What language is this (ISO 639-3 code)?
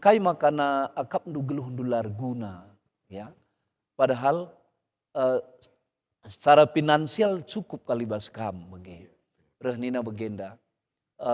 btx